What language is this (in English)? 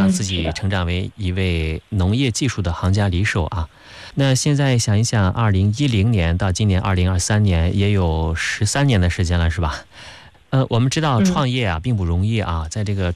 Chinese